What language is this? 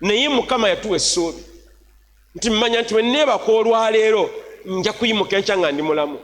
Ganda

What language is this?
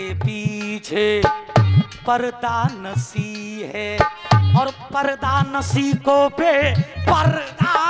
Hindi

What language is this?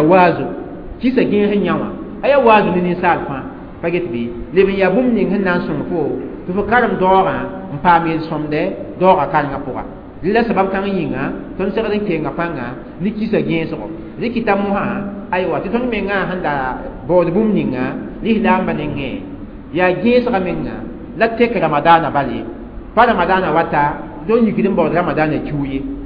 Mossi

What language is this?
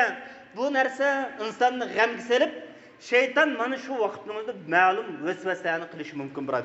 Uyghur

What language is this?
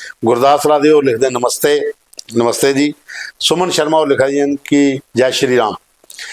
Dogri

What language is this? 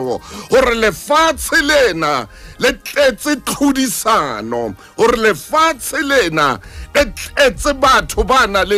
Southern Sotho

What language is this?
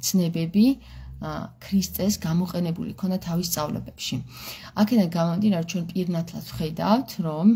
Georgian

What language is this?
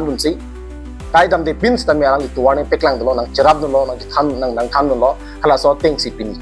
Karbi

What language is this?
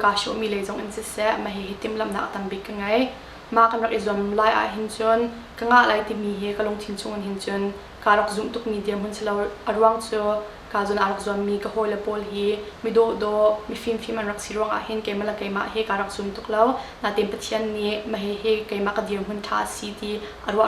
Hakha Chin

